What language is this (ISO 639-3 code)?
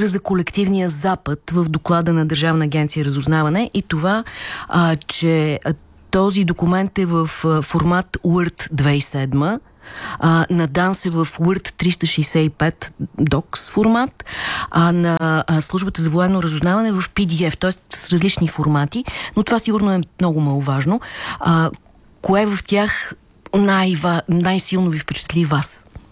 bul